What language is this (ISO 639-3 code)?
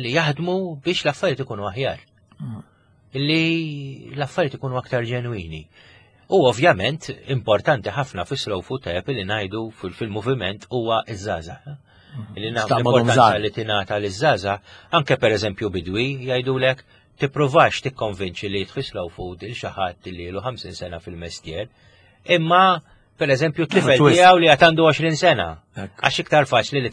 mlt